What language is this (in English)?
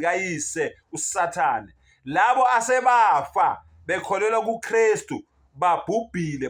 Zulu